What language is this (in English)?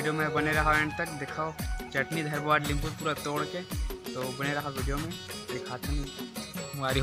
Chhattisgarhi